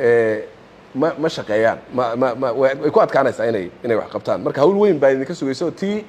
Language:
Somali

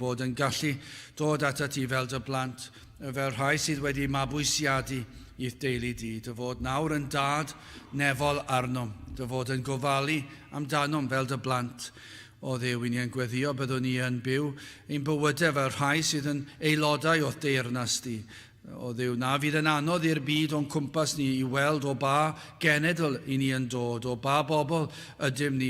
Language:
Welsh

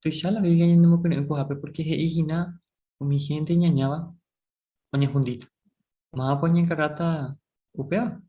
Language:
Guarani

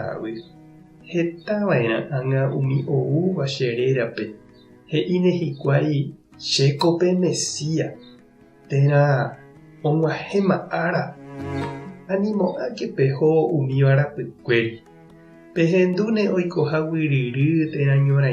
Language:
Guarani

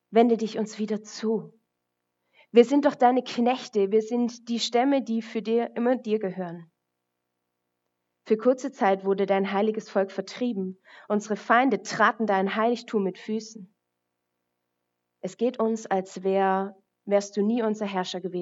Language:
German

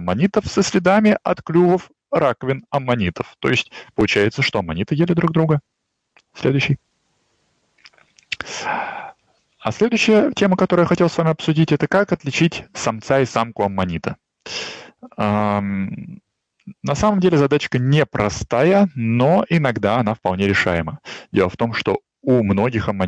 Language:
Russian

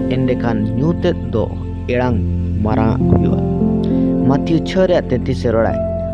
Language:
Santali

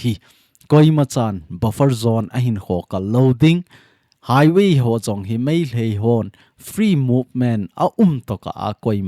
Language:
Thado Chin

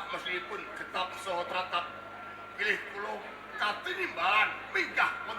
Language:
Javanese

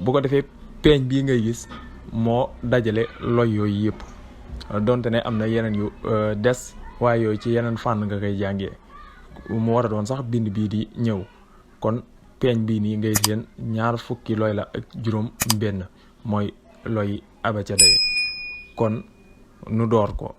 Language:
Wolof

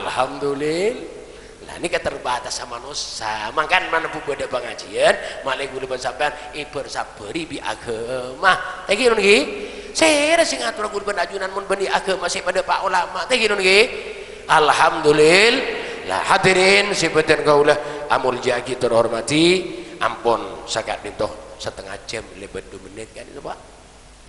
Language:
Madurese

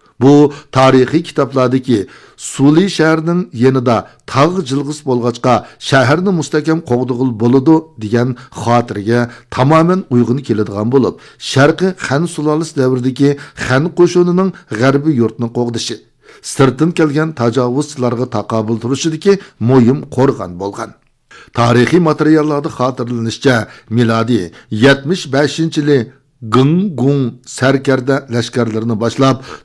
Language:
Uyghur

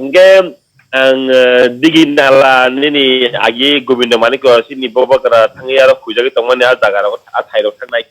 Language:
Kok Borok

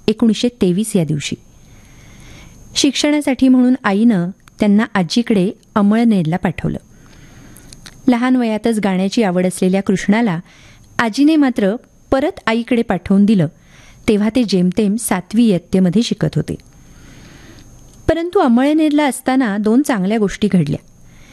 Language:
Marathi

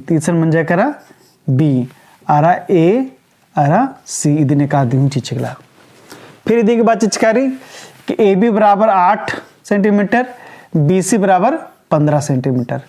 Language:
Kurukh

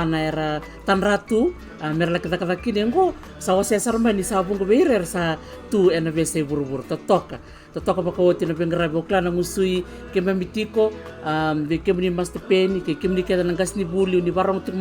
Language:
Fijian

